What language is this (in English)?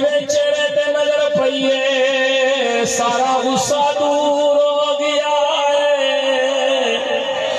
Saraiki